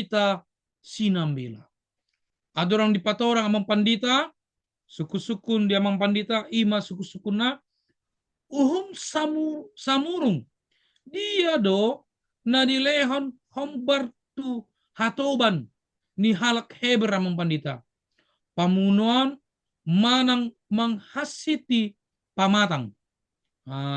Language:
Batak Toba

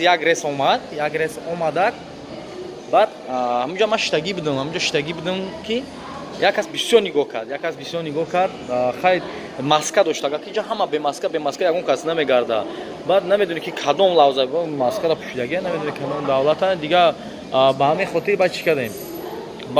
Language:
Tajik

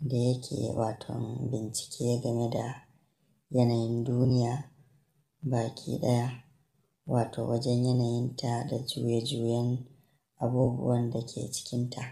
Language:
Hausa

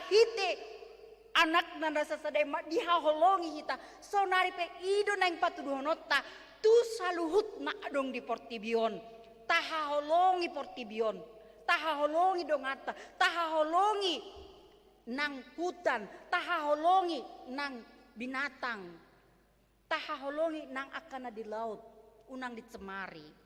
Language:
Batak Toba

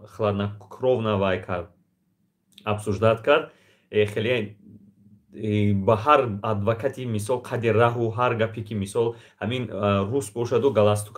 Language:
Tajik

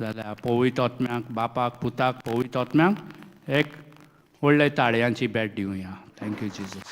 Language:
Konkani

